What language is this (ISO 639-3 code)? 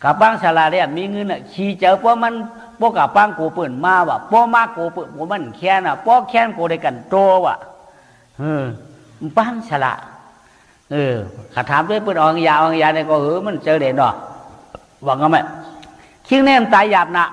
shn